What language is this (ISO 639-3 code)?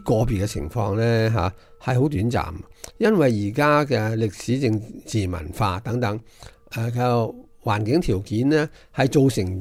yue